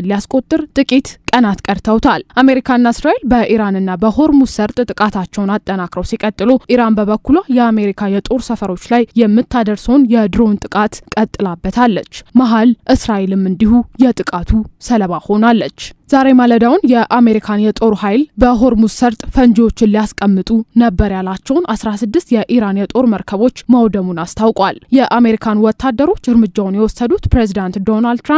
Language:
Amharic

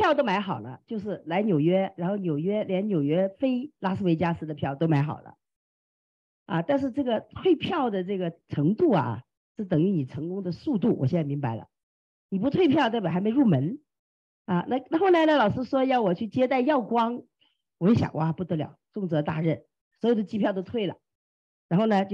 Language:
Chinese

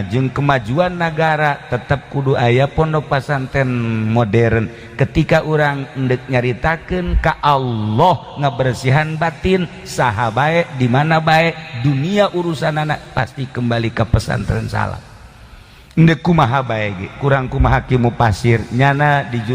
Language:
Sundanese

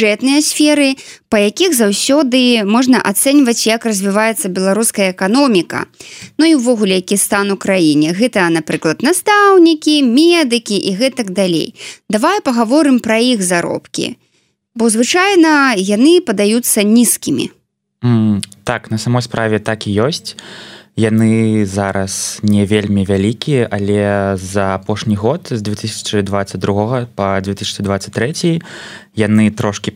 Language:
Belarusian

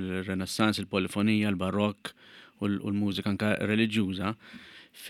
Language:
Maltese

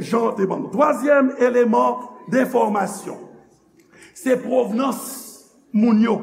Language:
Haitian Creole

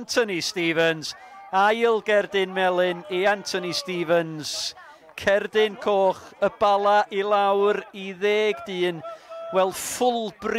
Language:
Welsh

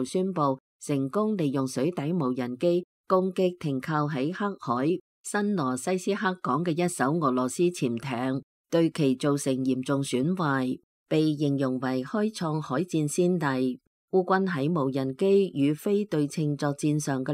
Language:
Cantonese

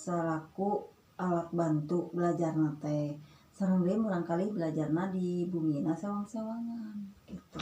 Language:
Sundanese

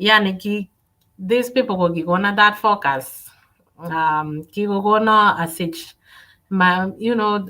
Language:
Kalenjin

